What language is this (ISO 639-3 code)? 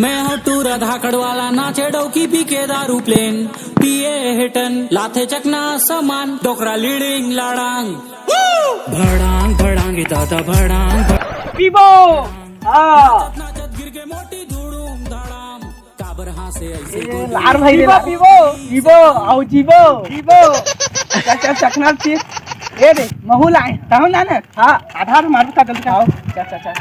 hne